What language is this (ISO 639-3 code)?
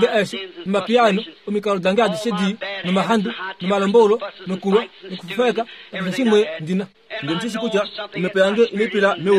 kua